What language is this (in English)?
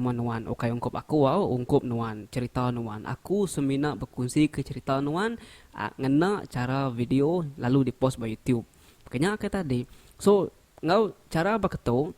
Iban